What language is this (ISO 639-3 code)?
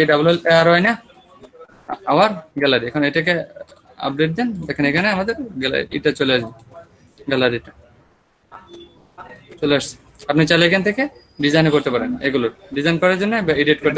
ben